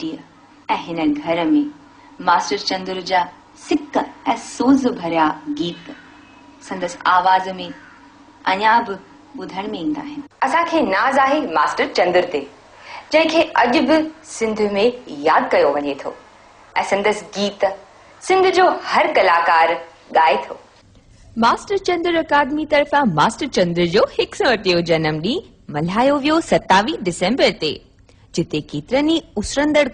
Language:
Sindhi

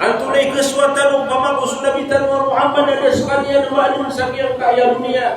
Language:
Maranao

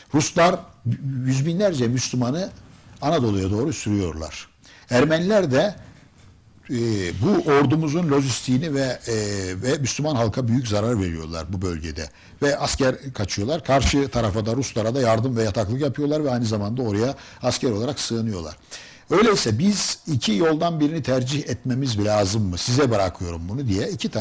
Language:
Turkish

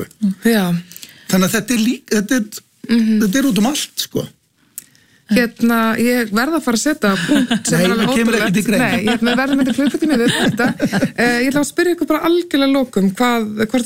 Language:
Icelandic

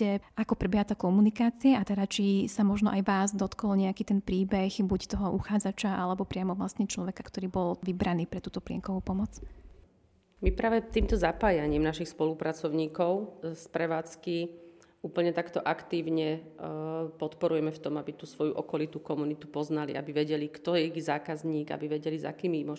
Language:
Slovak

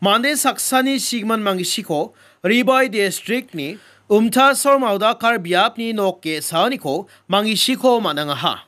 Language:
Garo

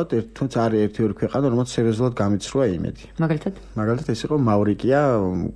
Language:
Georgian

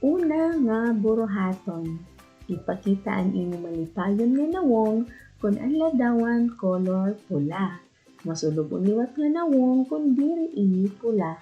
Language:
Waray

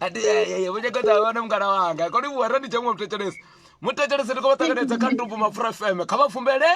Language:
Venda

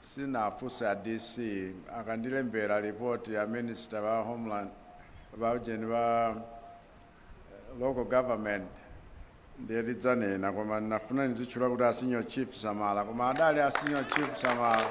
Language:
Nyanja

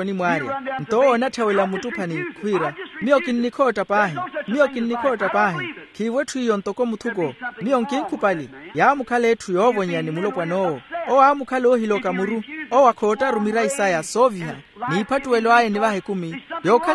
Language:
Makhuwa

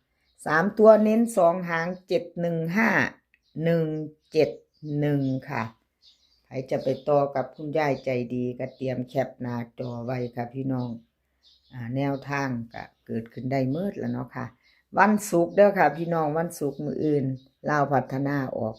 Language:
Northeastern Thai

